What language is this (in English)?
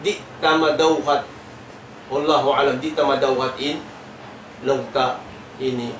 Tausug